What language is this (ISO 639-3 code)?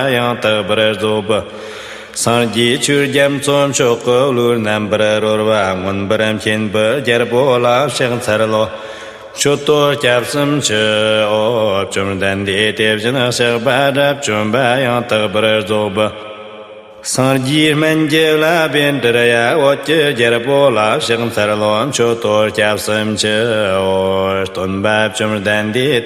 bod